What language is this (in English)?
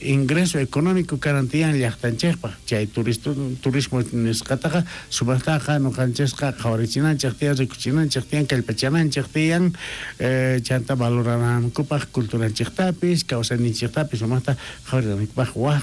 South Bolivian Quechua